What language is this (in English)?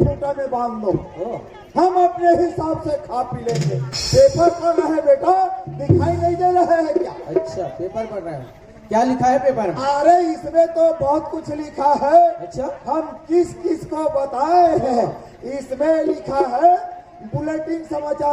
Chhattisgarhi